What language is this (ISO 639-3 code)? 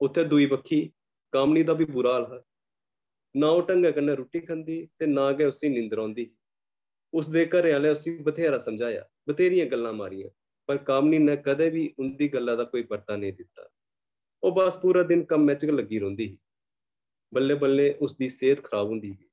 doi